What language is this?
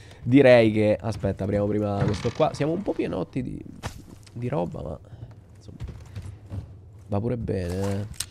Italian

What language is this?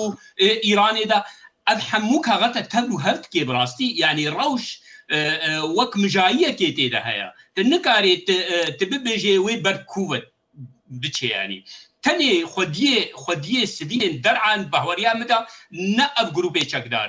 Kurdish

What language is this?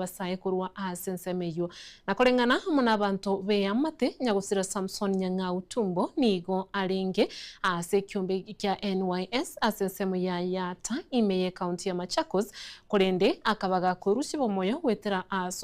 Gusii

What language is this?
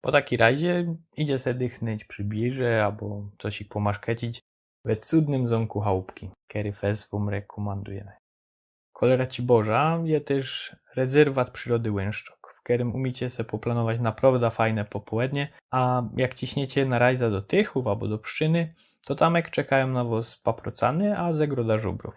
Silesian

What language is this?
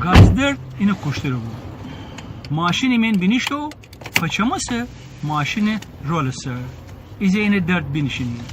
Gilaki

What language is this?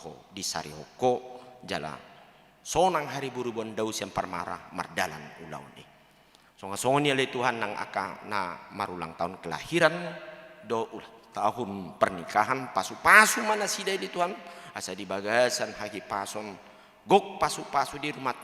Batak Toba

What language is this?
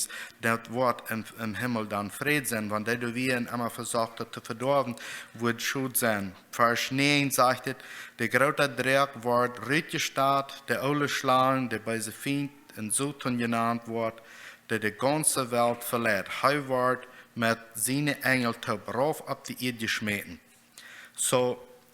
Plautdietsch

